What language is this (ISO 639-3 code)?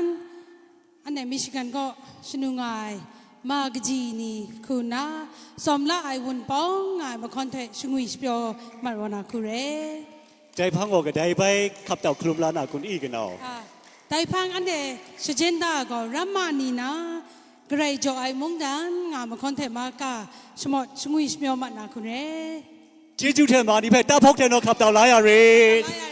kac